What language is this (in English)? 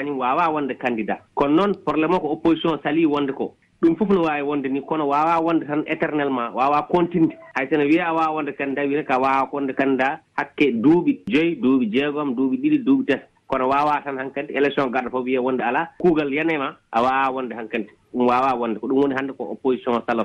Fula